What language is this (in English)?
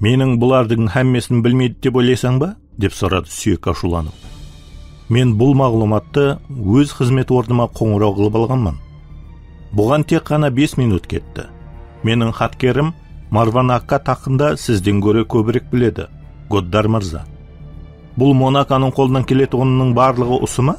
Kara-Kalpak